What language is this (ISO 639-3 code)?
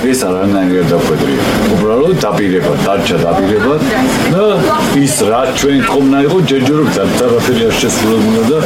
kat